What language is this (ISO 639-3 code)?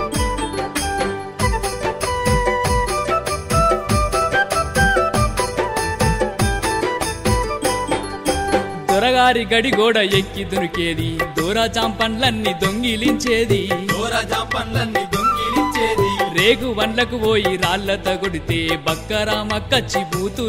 tel